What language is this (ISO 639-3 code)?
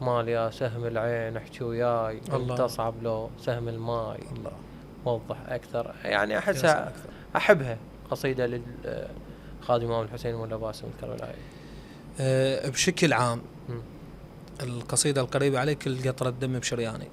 acm